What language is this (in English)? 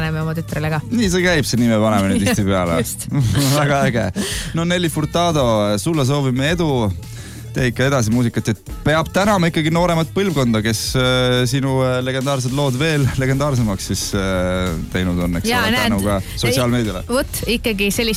Estonian